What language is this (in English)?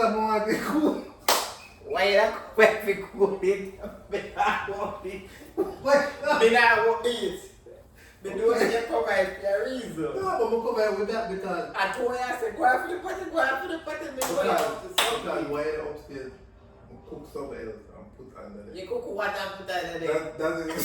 Jamaican Creole English